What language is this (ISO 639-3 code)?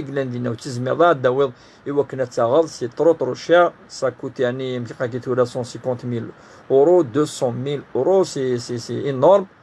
kab